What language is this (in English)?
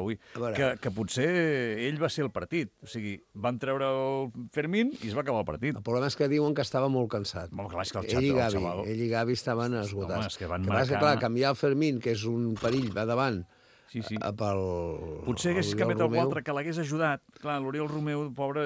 Catalan